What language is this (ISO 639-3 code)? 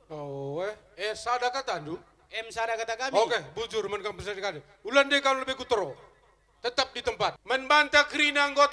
btx